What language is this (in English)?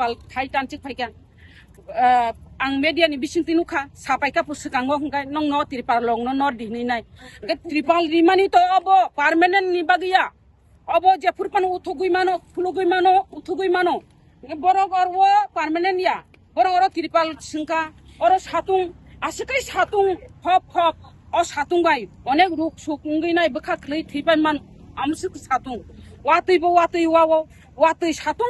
Kok Borok